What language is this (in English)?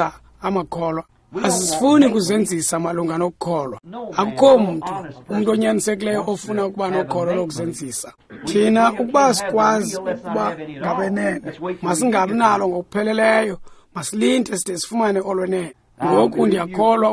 Xhosa